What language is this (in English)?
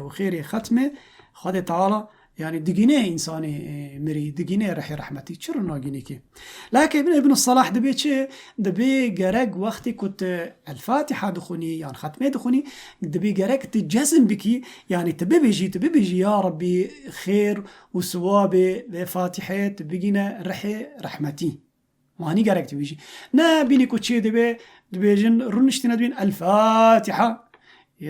Kurdish